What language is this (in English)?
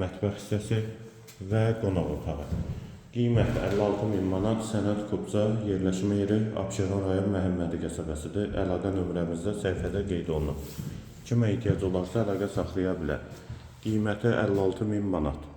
Azerbaijani